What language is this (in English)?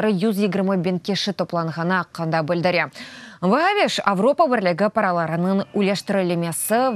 Crimean Tatar